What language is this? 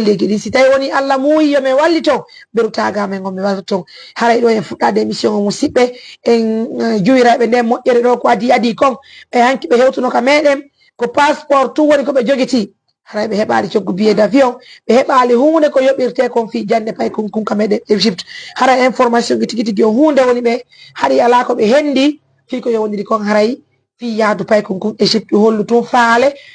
Fula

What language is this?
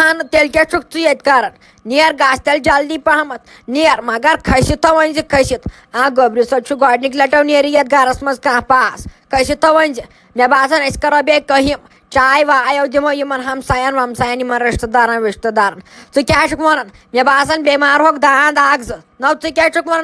Kashmiri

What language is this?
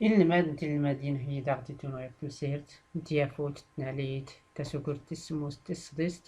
Tachelhit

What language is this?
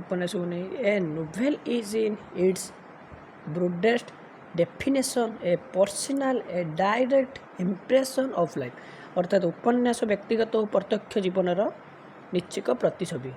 Odia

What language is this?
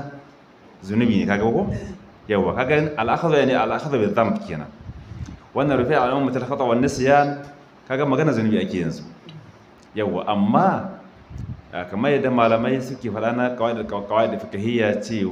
Hausa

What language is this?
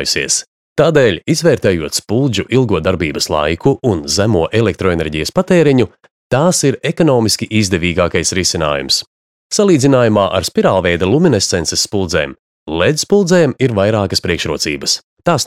Latvian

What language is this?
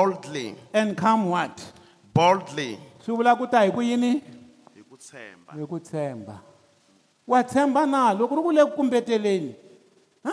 Tsonga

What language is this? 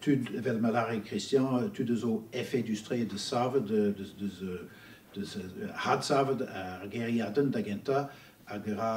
Breton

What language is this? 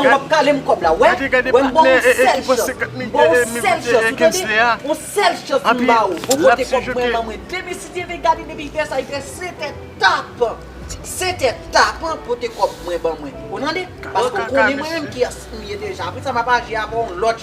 Haitian Creole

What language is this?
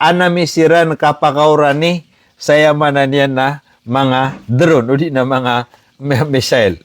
Maranao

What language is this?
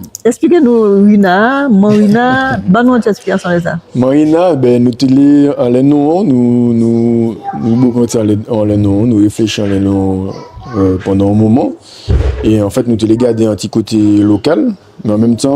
Guadeloupean Creole French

